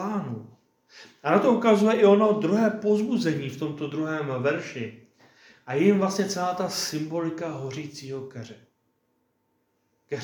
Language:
Czech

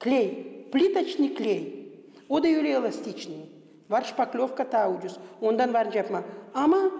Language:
Gagauz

